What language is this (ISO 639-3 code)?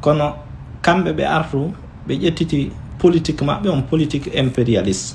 ful